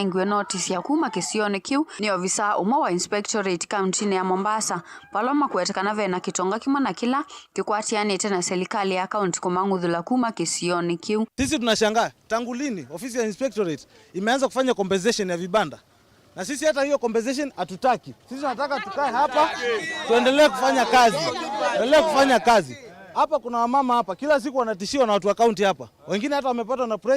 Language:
Kamba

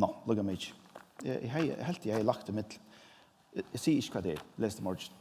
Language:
Faroese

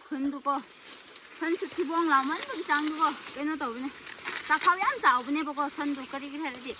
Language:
Manipuri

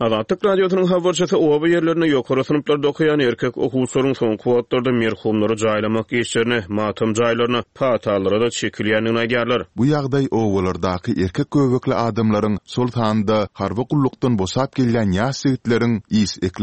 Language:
Turkmen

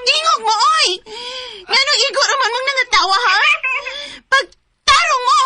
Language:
Cebuano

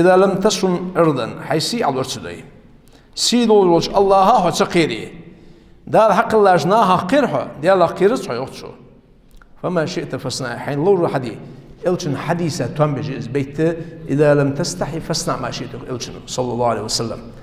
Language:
Ingush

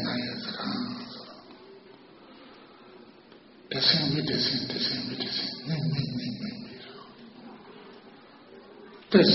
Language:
Burmese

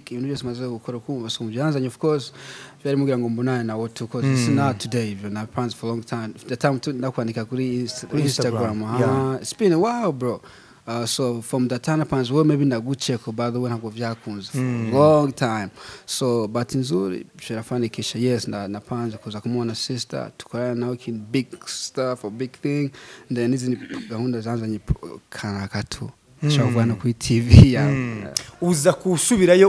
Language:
Kinyarwanda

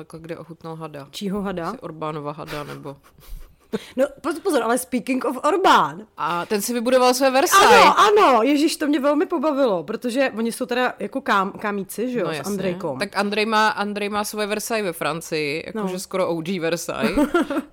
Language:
Czech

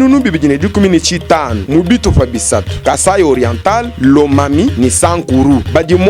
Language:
Luba-Lulua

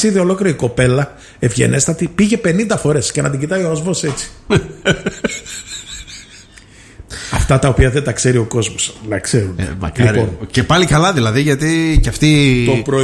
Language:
Greek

